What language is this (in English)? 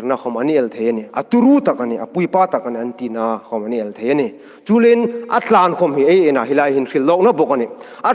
Hmar